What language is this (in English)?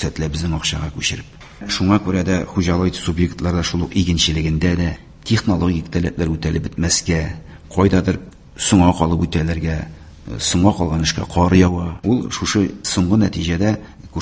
Tatar